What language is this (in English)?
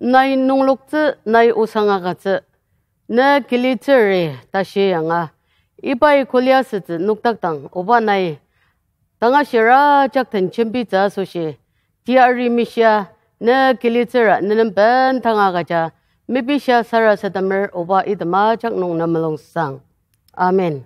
Ao Naga